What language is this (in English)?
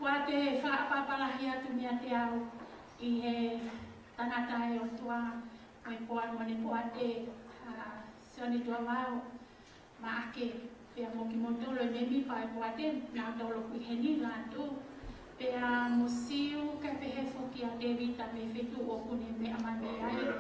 Tongan